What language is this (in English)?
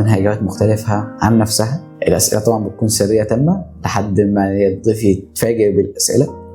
Egyptian Arabic